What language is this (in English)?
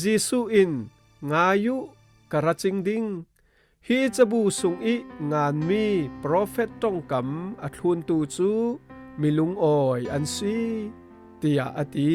Falam Chin